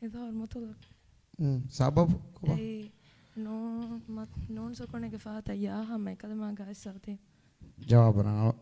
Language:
Divehi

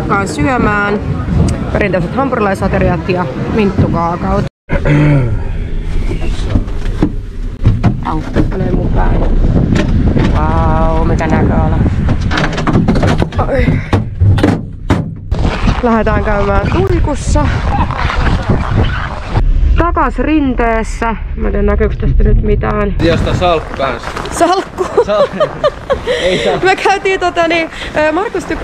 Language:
Finnish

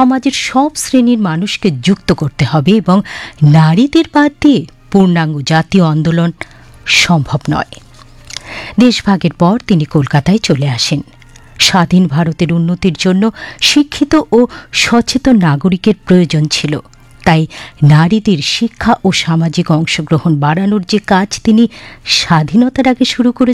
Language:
Bangla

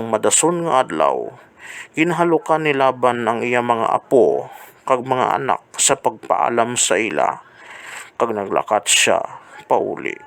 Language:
Hiligaynon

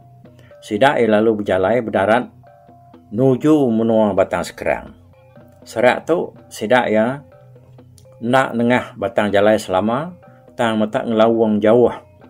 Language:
Iban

